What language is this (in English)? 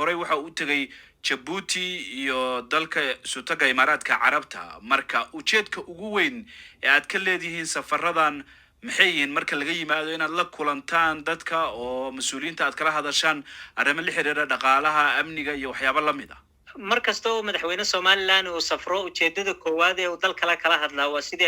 Somali